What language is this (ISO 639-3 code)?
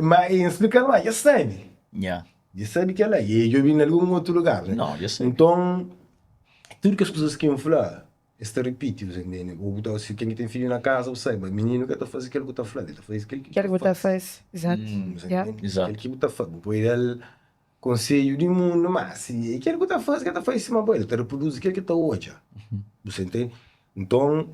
kea